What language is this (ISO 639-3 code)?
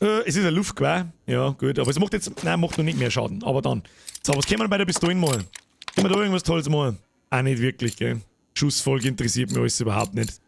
bar